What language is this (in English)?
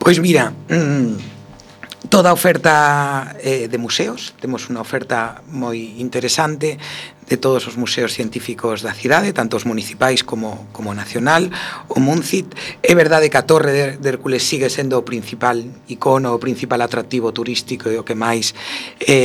Galician